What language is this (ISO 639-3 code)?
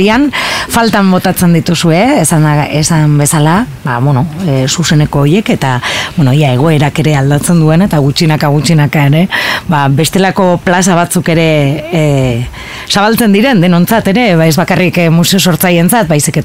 eus